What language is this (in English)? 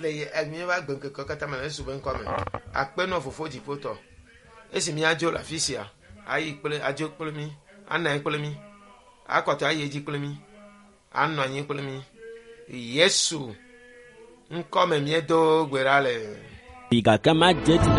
Ewe